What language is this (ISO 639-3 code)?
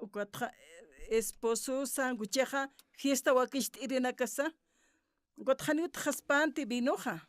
aym